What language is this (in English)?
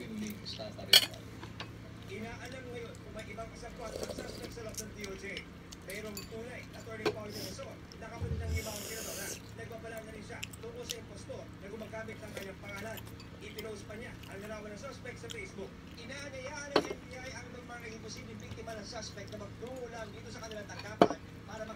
Filipino